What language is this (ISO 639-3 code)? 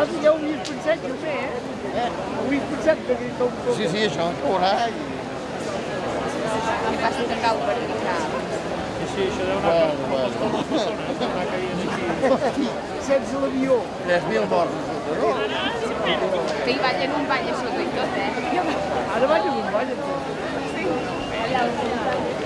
cat